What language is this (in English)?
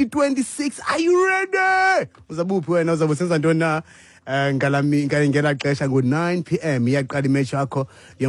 Xhosa